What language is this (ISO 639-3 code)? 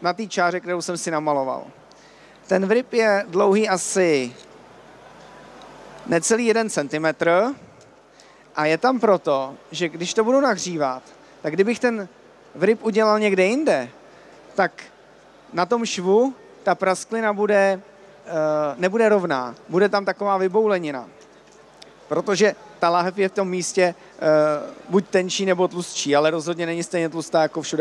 ces